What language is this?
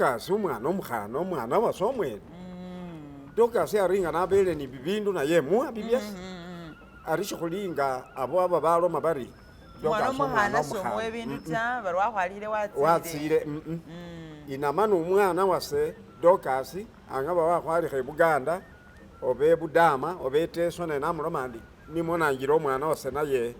Masaaba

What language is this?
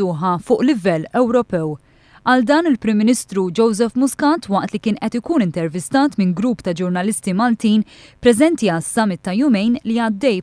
Maltese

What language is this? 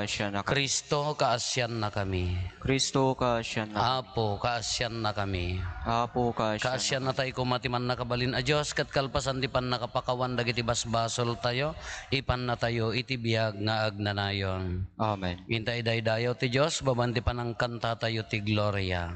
Iloko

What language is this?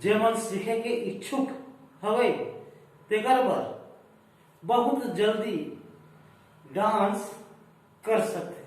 Chhattisgarhi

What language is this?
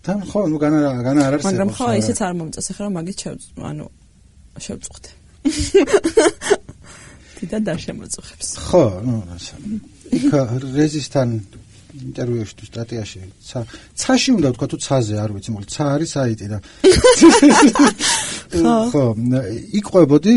Georgian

